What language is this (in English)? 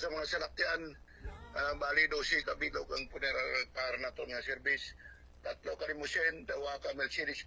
Hiligaynon